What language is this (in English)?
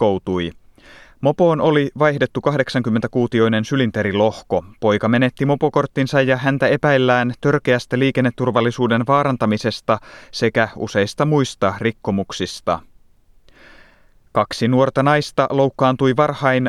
Finnish